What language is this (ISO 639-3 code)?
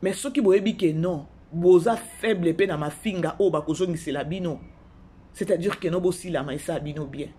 lin